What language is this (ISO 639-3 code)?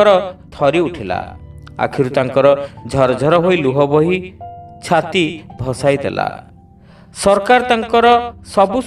ori